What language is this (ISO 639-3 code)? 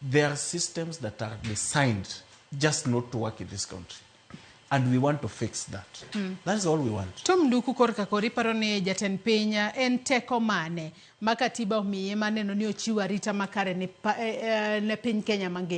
luo